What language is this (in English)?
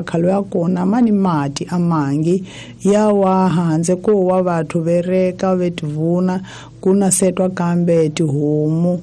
Tsonga